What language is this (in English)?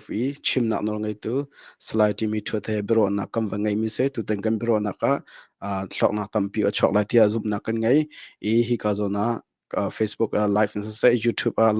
Hakha Chin